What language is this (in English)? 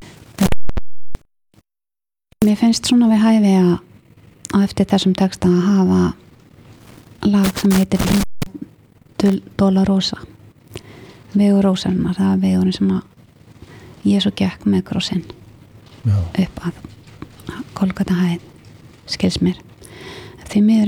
Icelandic